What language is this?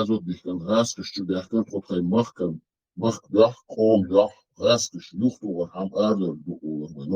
Chechen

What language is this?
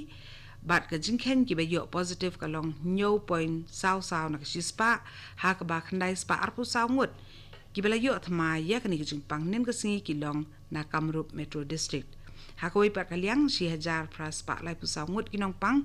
Khasi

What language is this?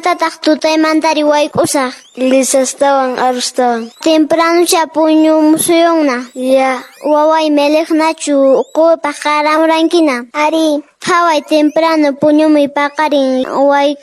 Quechua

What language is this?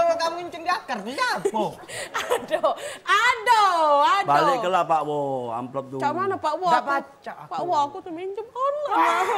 Musi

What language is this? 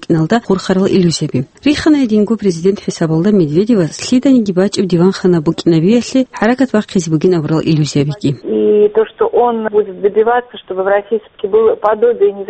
Avaric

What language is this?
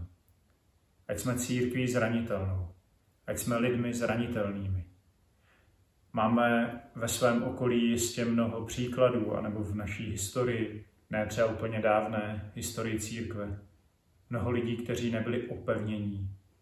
Czech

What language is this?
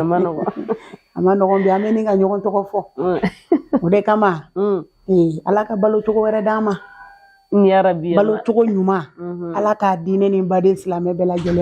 Bambara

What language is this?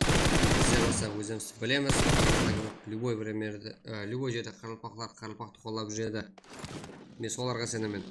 Kara-Kalpak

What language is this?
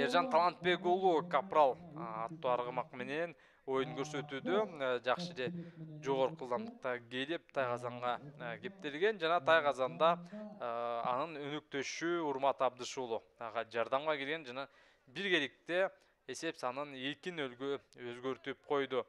Kyrgyz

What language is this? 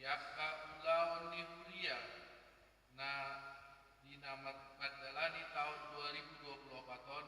Batak Toba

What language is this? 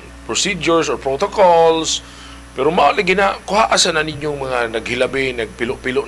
Cebuano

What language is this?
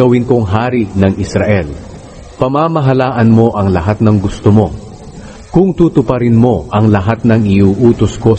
Filipino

